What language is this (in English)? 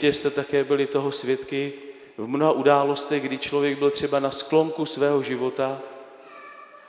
Czech